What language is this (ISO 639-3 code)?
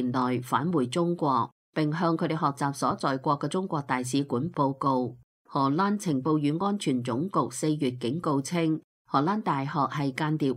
yue